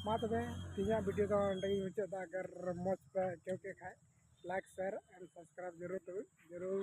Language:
Santali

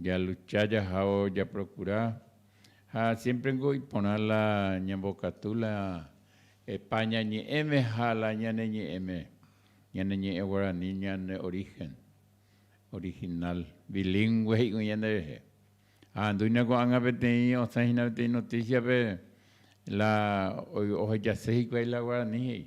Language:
Guarani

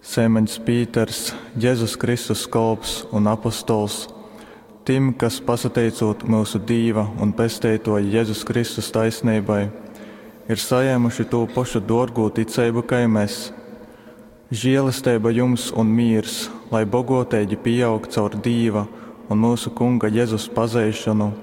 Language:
Latgalian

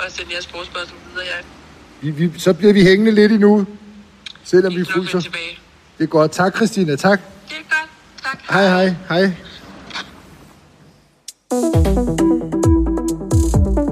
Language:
Danish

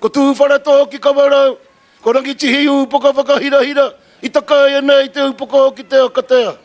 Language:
Māori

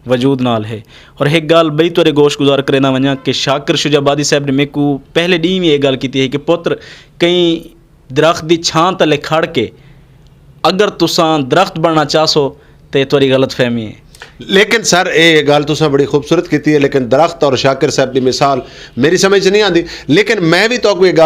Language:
Saraiki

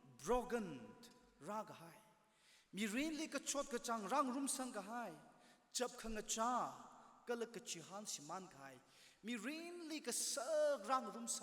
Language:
Tangkhul Naga (India)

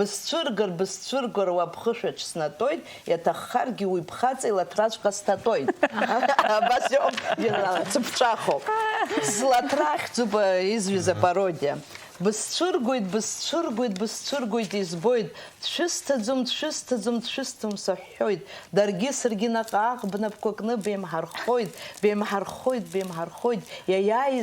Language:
Abkhazian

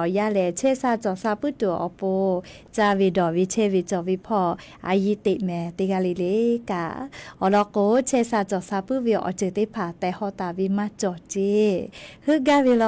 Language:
Lahu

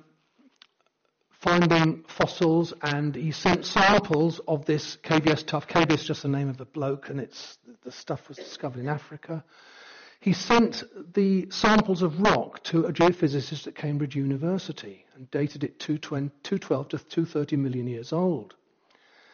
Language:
English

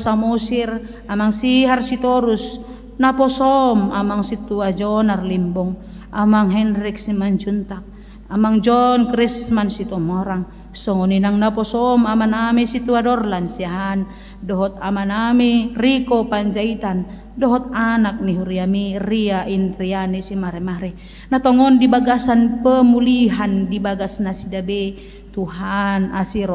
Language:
Batak Toba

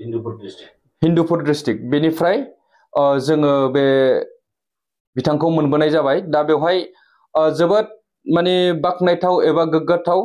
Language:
Bodo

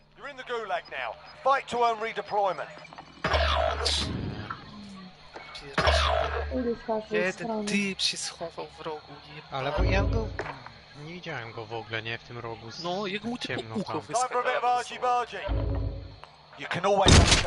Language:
Polish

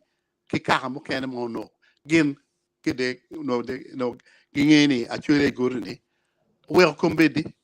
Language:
Acoli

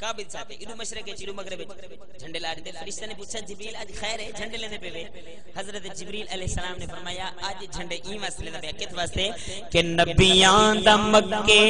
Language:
Saraiki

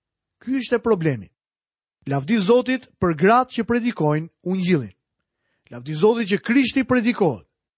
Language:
Albanian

